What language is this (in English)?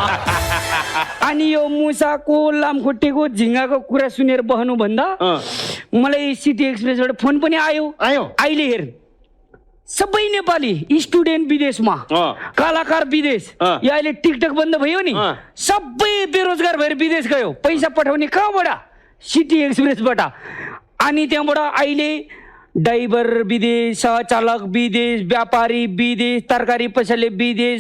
Nepali